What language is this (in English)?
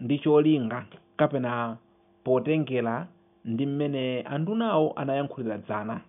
Nyanja